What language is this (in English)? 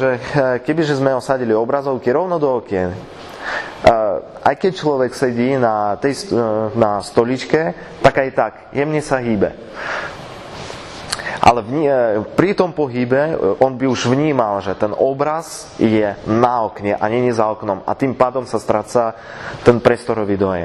Slovak